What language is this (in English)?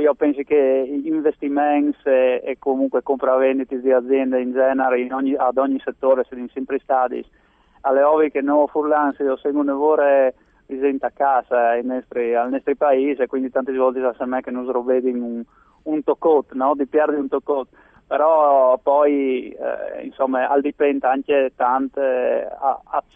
Friulian